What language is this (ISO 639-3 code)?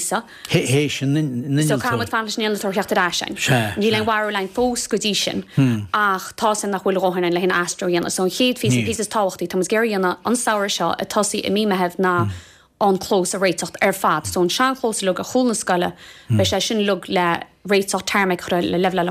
gle